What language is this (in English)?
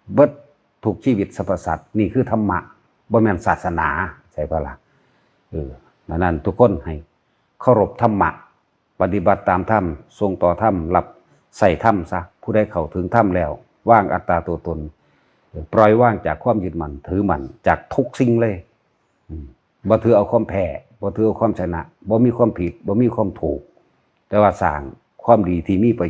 Lao